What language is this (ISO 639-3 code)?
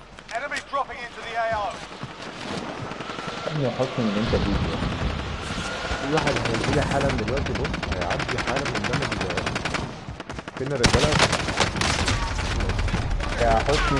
arz